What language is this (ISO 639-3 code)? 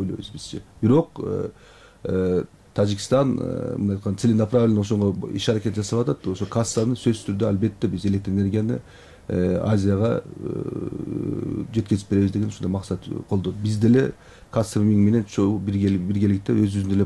kir